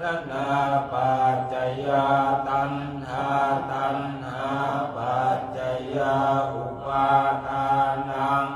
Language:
Pali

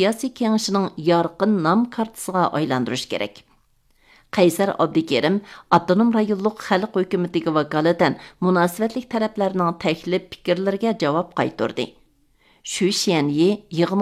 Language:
Uyghur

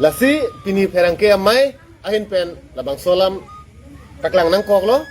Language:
Karbi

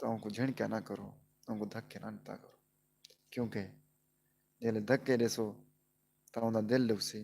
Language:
Saraiki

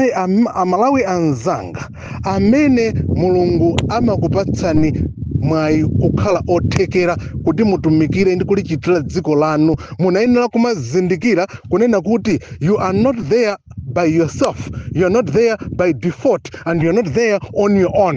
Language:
Nyanja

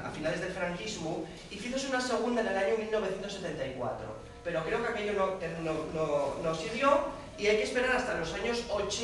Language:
Asturian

